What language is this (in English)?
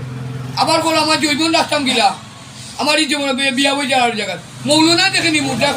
Sylheti